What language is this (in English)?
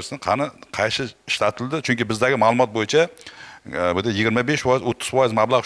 Uzbek